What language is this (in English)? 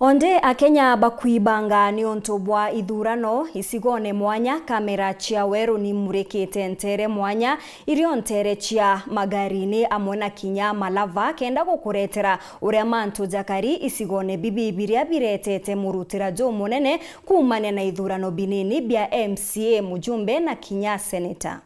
Meru